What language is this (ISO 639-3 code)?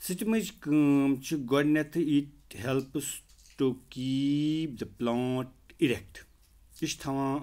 kas